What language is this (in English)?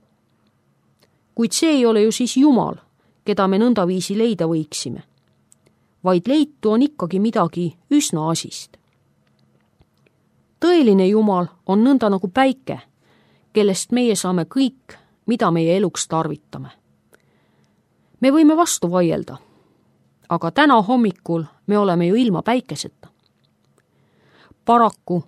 Estonian